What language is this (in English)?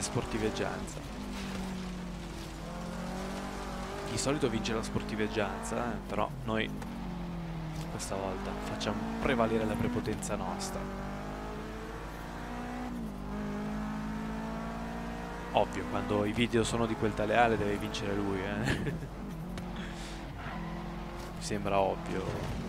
Italian